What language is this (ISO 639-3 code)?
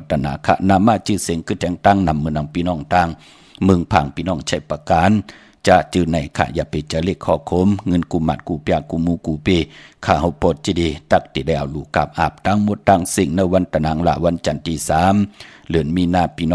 shn